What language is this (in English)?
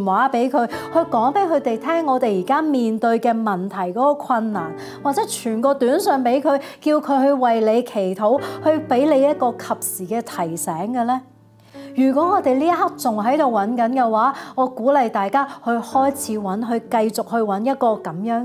Cantonese